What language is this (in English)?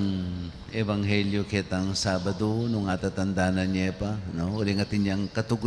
Pampanga